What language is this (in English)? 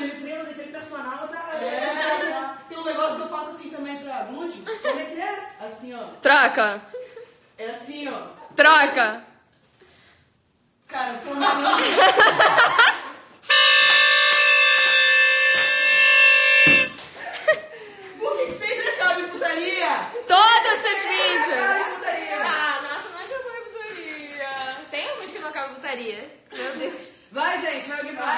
Portuguese